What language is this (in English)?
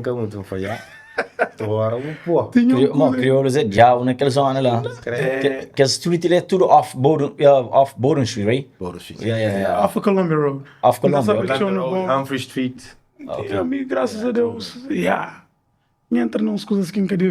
Kabuverdianu